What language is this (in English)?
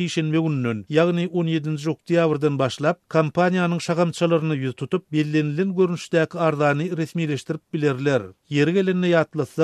Turkmen